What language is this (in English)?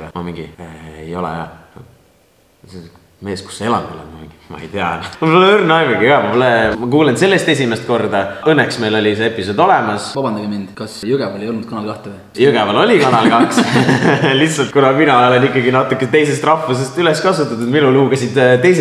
Estonian